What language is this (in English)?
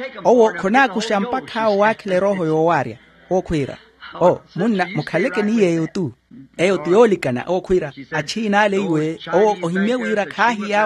Makhuwa